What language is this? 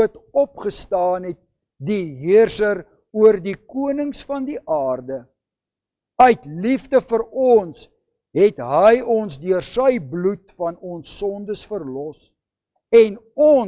Afrikaans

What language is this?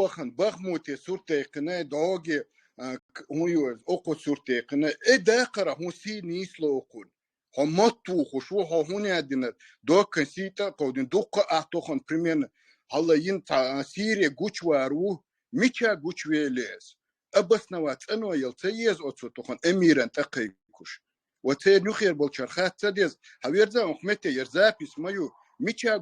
Chechen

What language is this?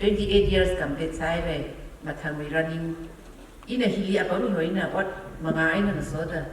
Tangkhul Naga (India)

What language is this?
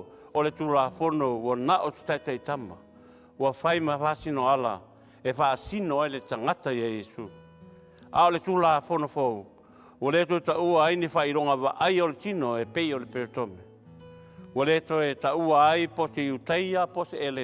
Samoan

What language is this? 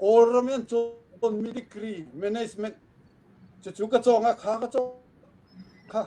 Hakha Chin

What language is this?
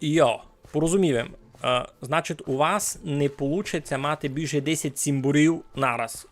Rusyn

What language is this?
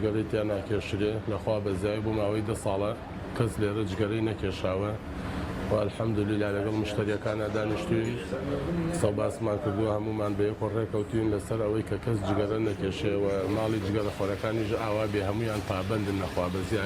Central Kurdish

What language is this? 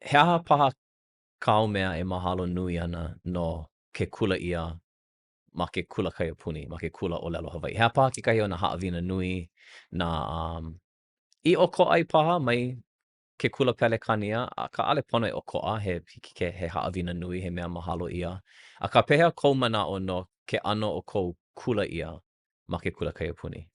Hawaiian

